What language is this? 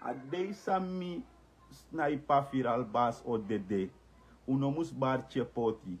Sranan Tongo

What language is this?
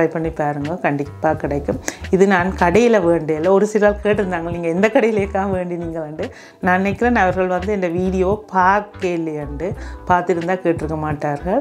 Tamil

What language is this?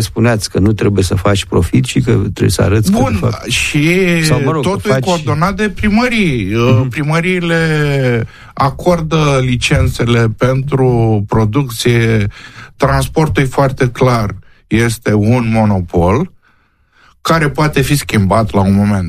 Romanian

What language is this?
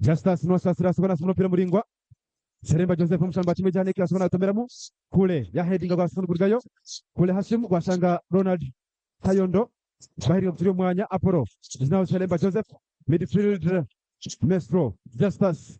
Nyankole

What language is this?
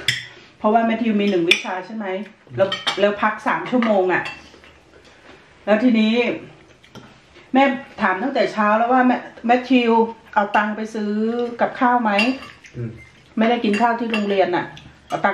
Thai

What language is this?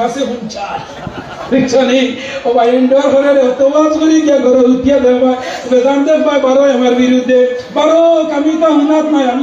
Sylheti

